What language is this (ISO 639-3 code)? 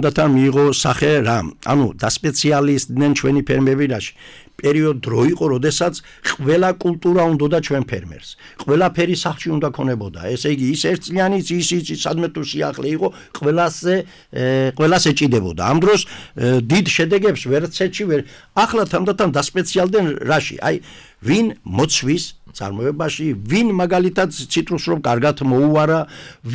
kat